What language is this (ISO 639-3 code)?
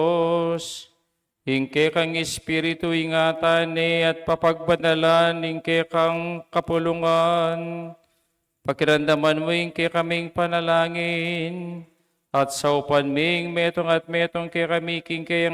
pam